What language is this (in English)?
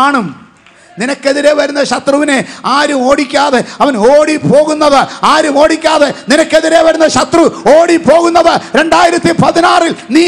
Malayalam